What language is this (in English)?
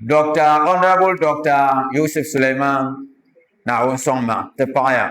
Dagbani